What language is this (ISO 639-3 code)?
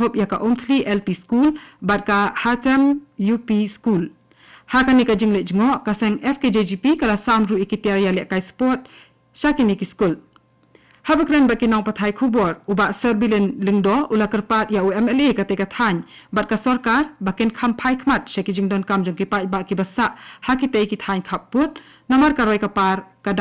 kha